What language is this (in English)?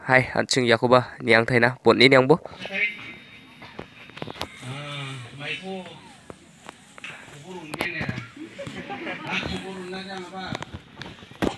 Garo